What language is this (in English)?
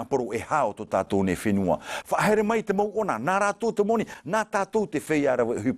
Tahitian